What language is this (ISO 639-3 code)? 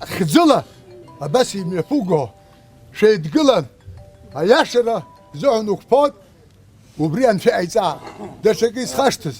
abk